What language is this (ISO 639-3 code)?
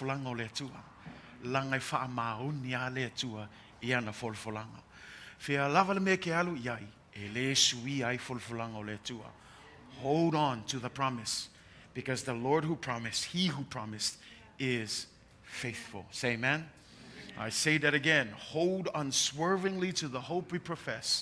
smo